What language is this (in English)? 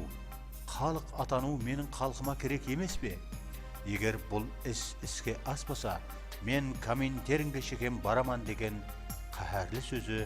Kara-Kalpak